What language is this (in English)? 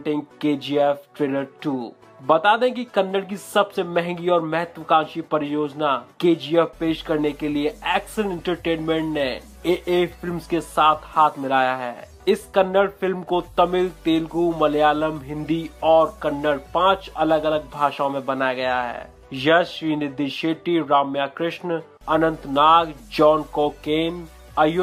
Hindi